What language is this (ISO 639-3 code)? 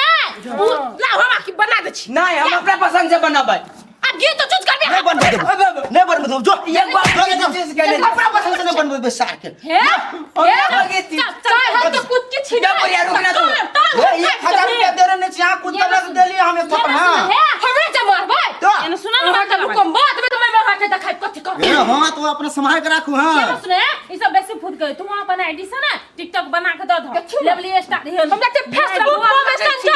mai